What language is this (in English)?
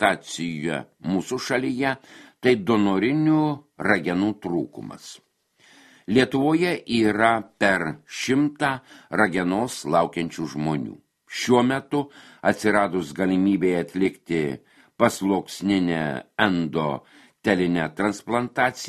Lithuanian